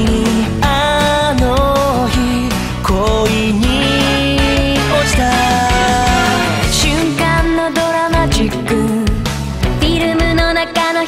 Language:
Japanese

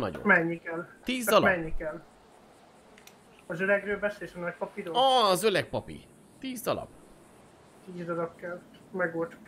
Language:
Hungarian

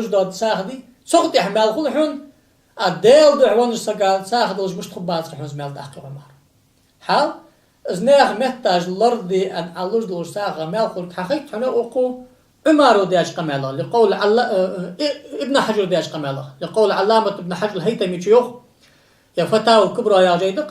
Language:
Ingush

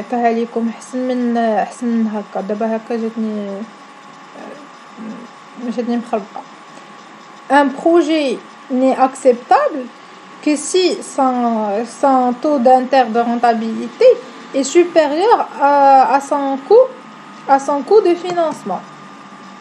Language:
Moroccan Arabic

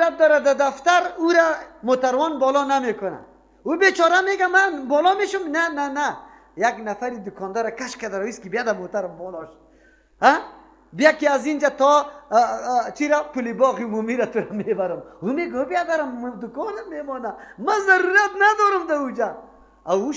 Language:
Persian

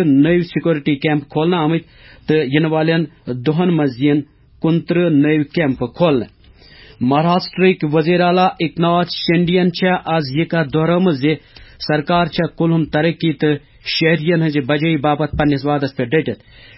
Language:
Kashmiri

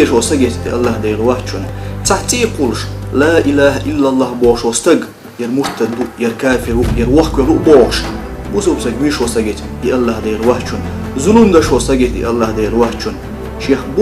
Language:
Chechen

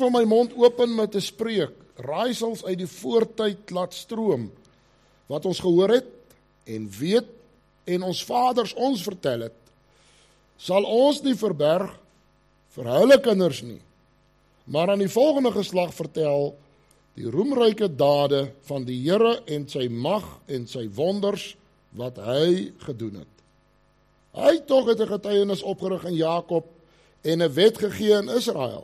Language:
Afrikaans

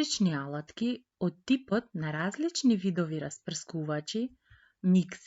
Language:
Macedonian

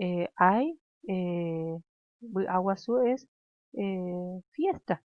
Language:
Guarani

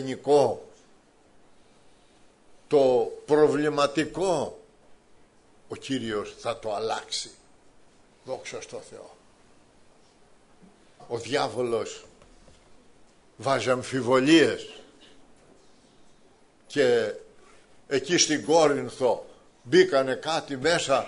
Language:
Greek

